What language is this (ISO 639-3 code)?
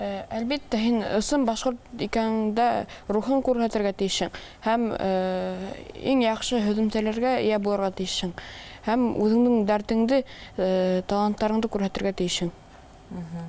bak